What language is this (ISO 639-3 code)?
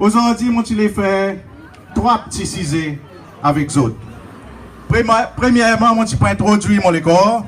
crs